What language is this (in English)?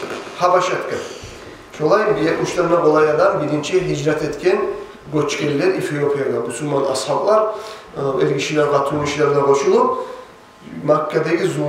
Kumyk